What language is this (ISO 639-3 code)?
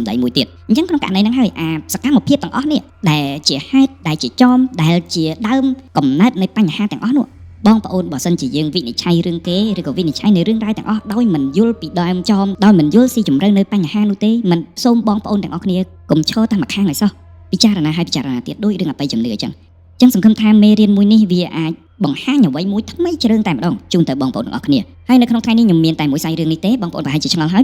khm